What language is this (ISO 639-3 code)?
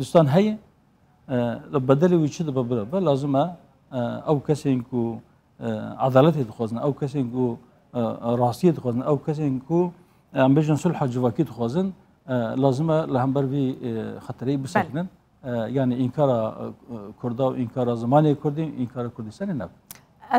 kur